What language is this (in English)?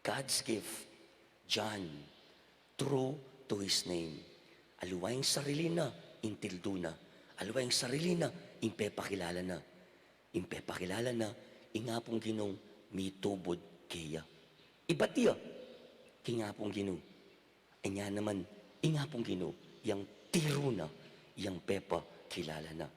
Pampanga